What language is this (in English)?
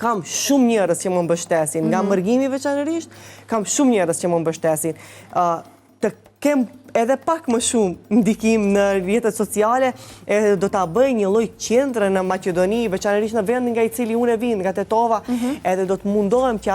Albanian